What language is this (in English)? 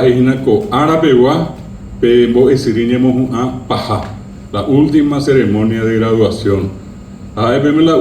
Guarani